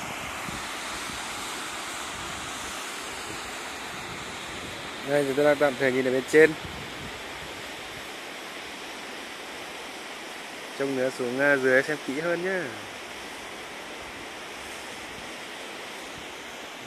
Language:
Vietnamese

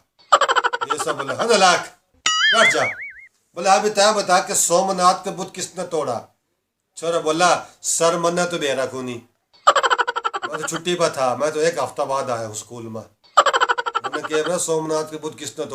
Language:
Haryanvi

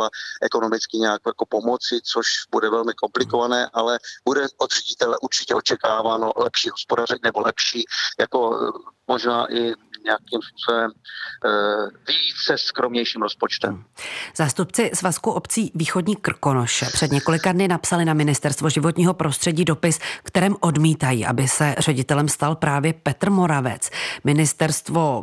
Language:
Czech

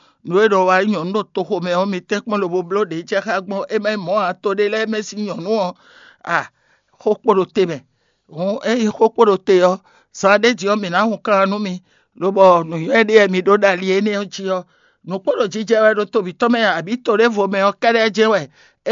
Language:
Fon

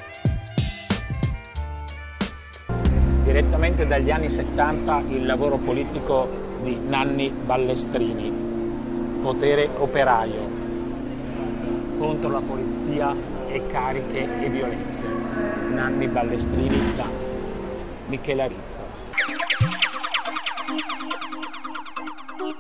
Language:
Italian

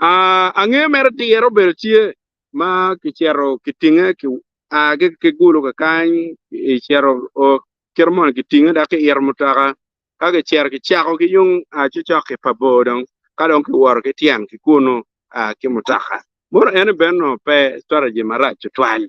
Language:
Acoli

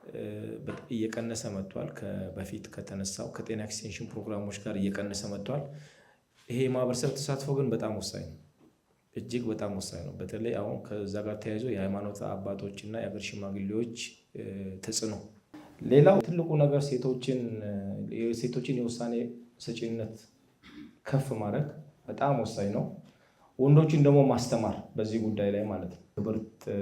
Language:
Amharic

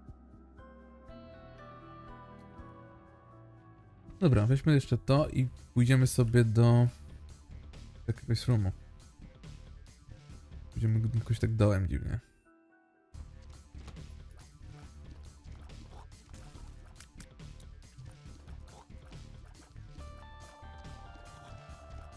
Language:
Polish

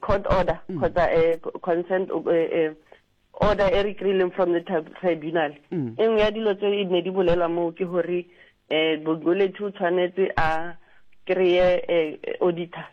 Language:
Southern Sotho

